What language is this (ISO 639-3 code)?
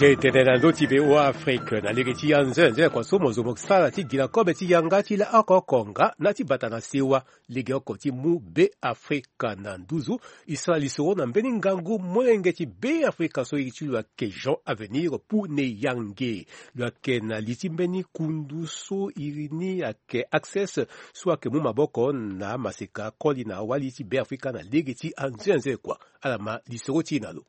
sag